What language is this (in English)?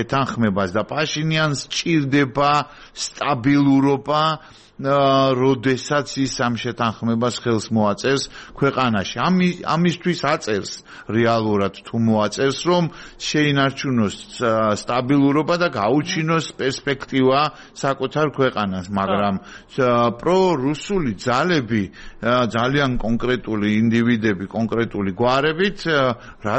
Georgian